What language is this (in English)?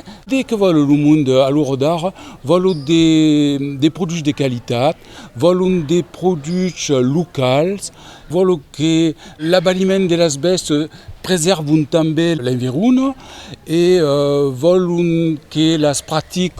Occitan